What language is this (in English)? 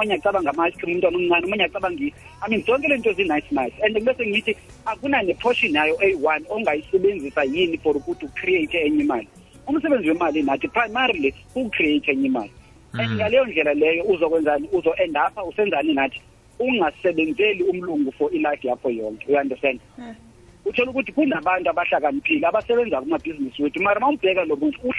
South Ndebele